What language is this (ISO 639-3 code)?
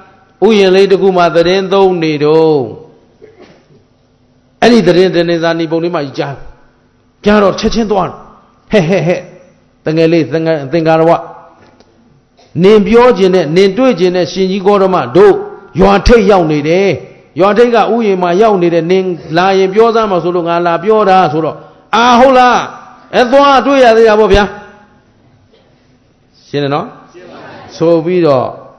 mya